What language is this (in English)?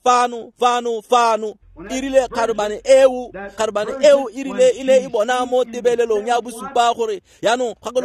Tswana